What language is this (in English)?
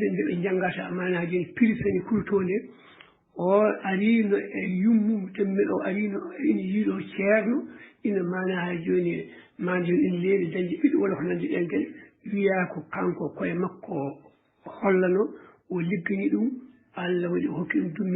Fula